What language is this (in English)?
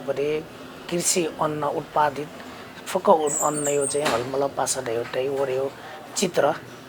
Newari